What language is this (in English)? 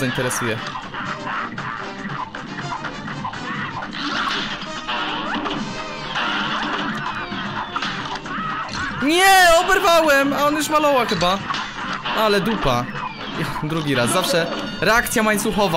Polish